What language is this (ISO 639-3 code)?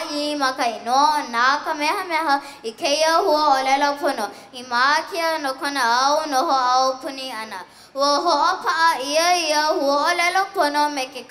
haw